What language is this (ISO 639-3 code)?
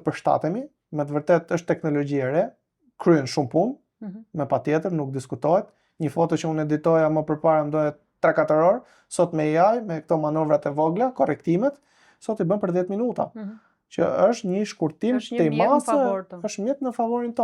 sqi